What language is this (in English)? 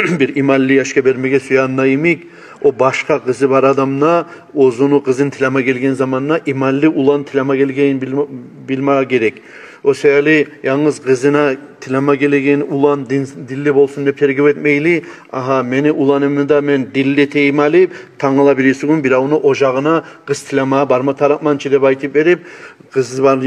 Kumyk